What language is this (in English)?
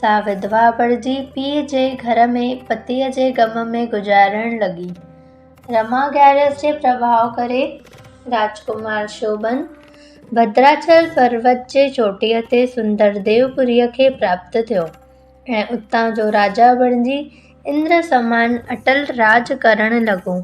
Sindhi